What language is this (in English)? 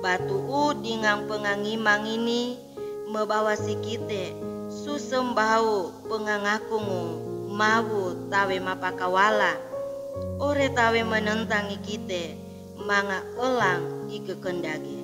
Sangir